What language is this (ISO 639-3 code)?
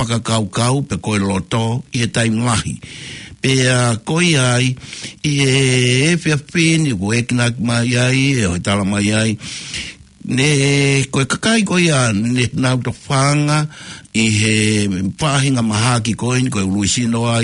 ton